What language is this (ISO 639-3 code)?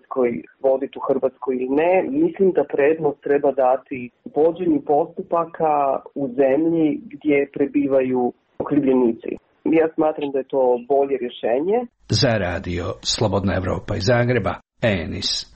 hrv